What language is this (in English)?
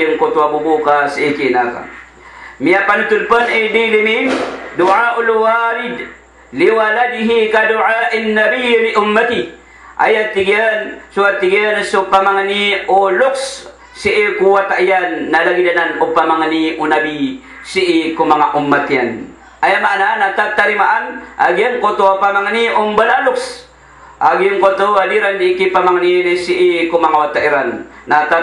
Maranao